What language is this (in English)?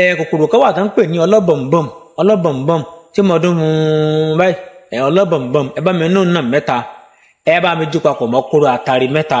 Yoruba